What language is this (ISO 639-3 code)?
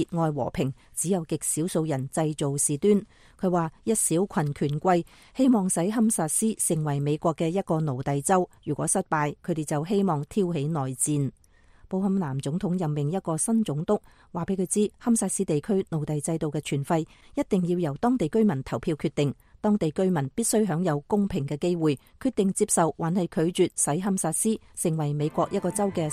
yue